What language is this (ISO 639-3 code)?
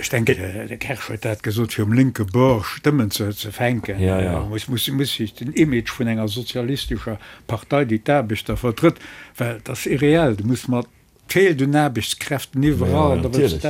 ltz